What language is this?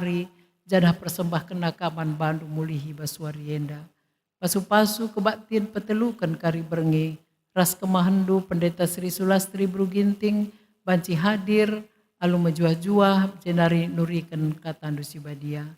Batak Karo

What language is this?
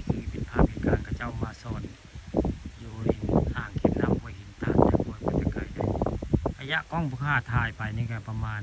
Northeastern Thai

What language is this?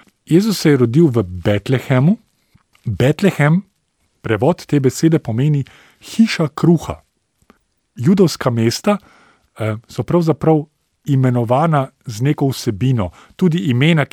Slovenian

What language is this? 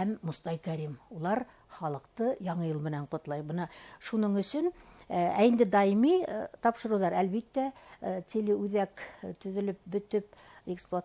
Bashkir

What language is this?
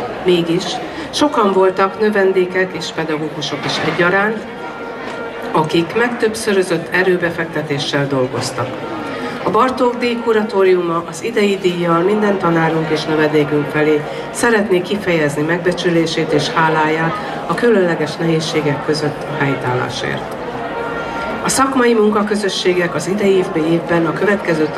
Hungarian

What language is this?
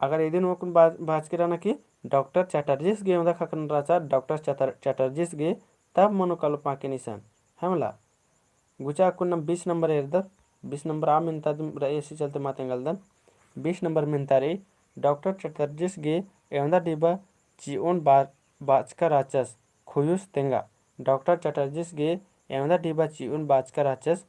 Kurukh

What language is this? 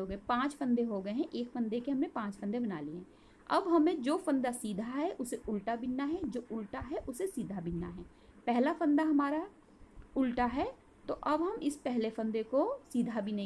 Hindi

